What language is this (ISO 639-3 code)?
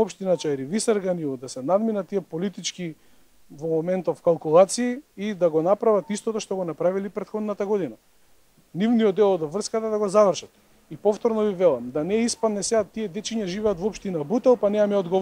mkd